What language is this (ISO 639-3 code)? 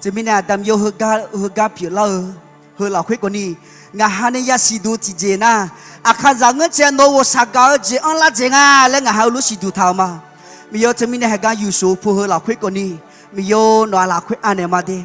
ahk